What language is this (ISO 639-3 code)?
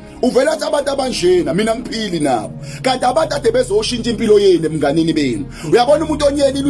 zul